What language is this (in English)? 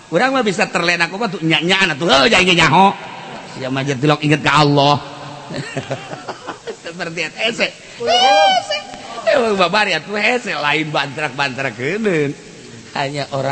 Sundanese